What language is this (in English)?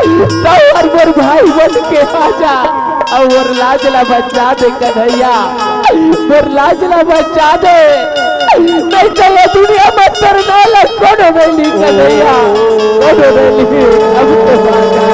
Chhattisgarhi